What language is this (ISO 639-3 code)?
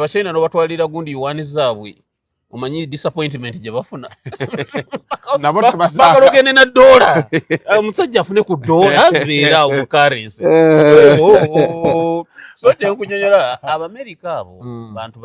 lug